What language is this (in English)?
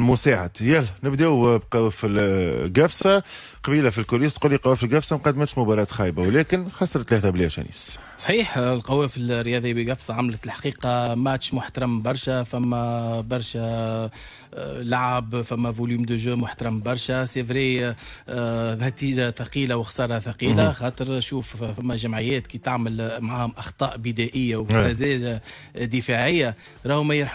Tunisian Arabic